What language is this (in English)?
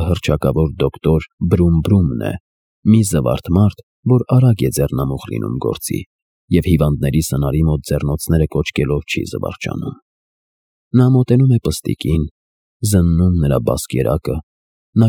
Armenian